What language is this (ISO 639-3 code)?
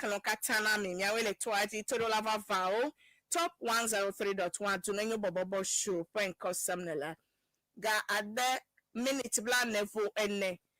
ewe